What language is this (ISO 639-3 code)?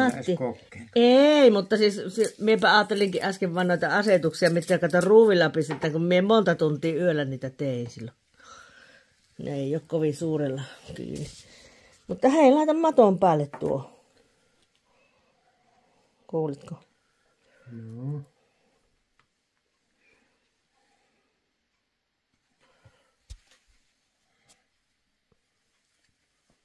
fin